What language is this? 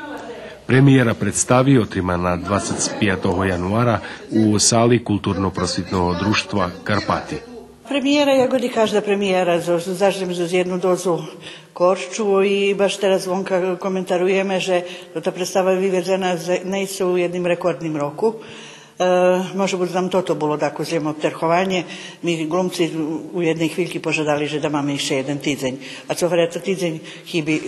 Rusyn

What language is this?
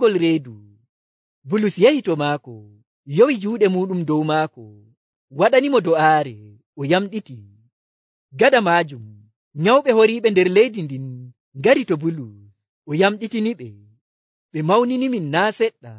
Nigerian Fulfulde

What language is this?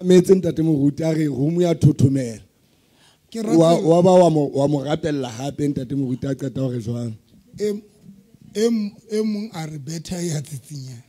Southern Sotho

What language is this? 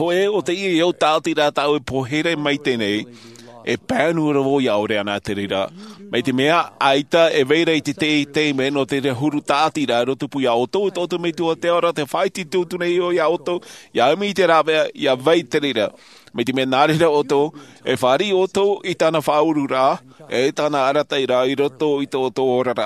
Tahitian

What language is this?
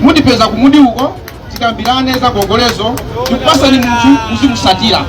Nyanja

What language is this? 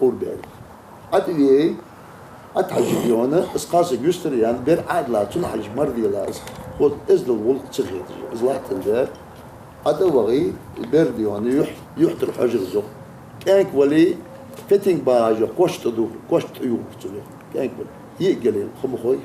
Ingush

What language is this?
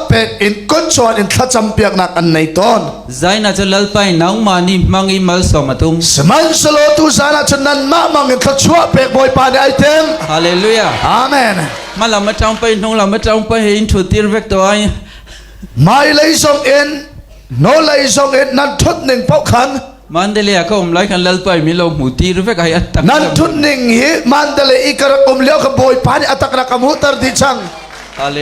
Hakha Chin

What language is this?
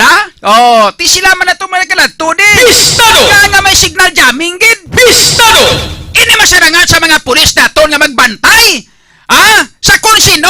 Hiligaynon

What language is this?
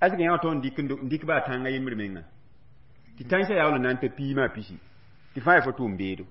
Mossi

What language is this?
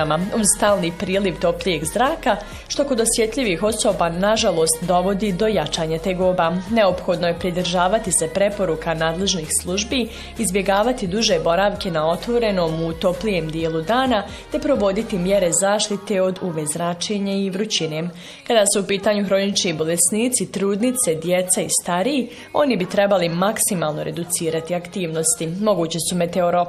Bosnian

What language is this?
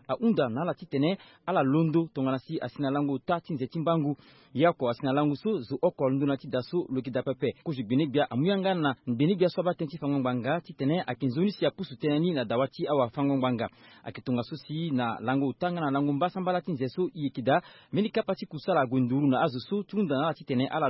Sango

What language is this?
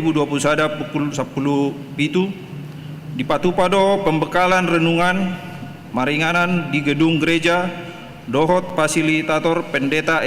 Batak Toba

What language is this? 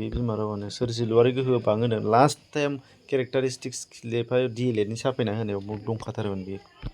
Bodo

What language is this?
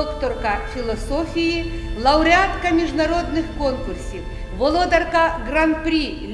Ukrainian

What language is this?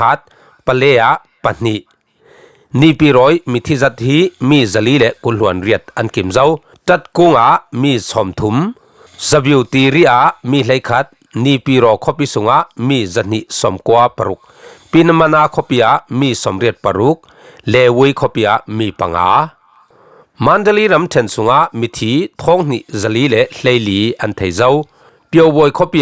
Falam Chin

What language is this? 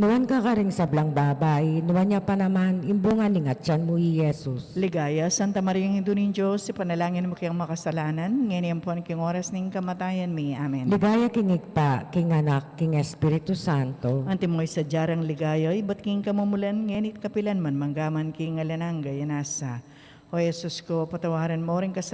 Pampanga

